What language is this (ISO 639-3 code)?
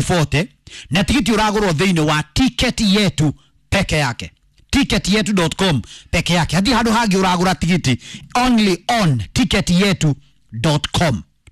kik